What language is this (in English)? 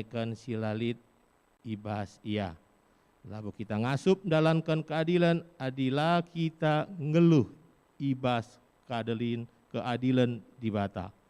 Batak Karo